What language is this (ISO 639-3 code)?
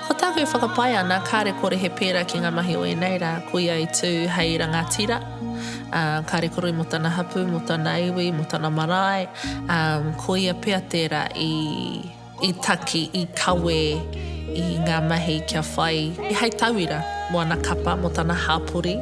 mri